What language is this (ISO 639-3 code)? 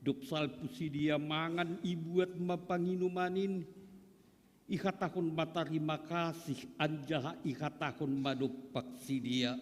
bts